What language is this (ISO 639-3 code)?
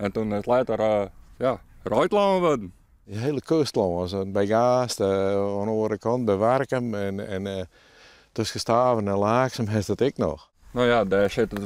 fry